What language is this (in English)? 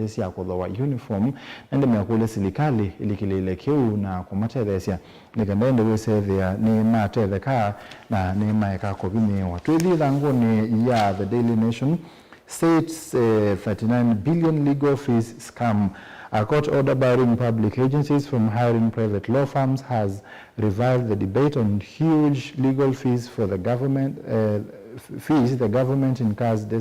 Kamba